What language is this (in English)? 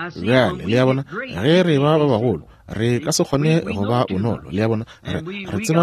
Northern Sotho